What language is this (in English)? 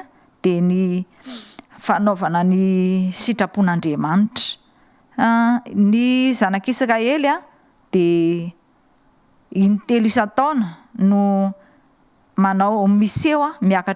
Malagasy